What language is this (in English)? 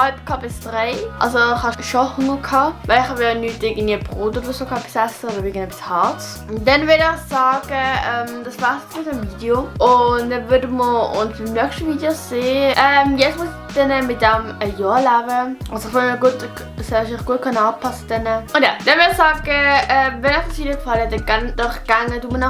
Swiss German